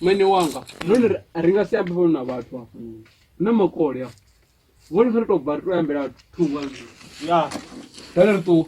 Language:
Venda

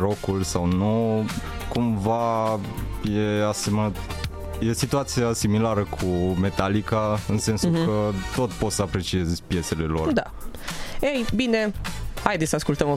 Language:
Romanian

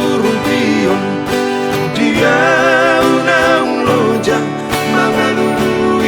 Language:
Batak Toba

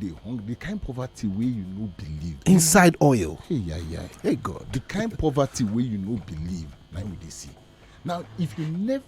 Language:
Nigerian Pidgin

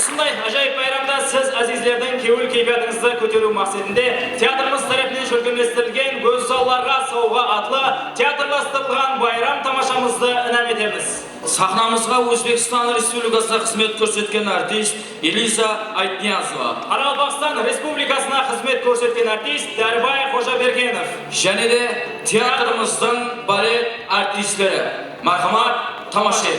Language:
Kara-Kalpak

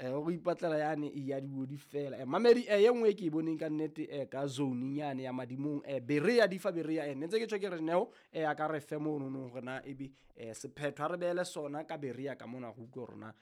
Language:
Southern Sotho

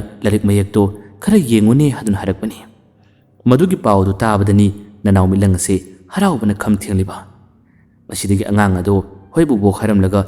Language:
Manipuri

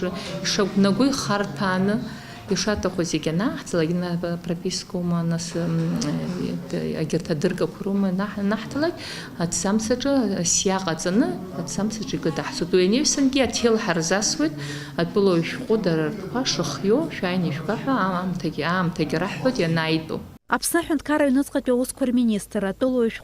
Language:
Abkhazian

